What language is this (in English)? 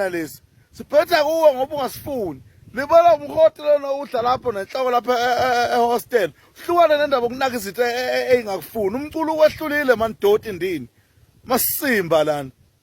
Zulu